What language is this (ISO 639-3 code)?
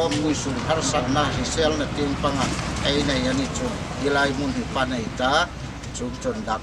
hmr